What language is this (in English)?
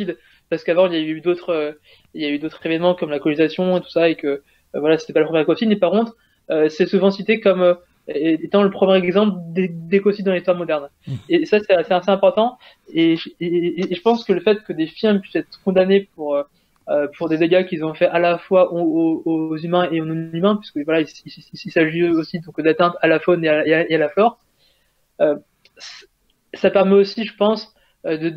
French